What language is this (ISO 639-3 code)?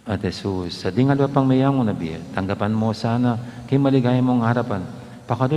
pam